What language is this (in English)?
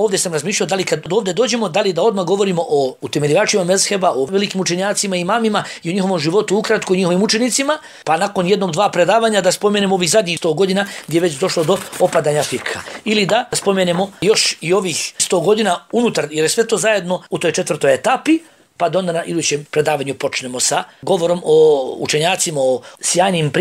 Bosnian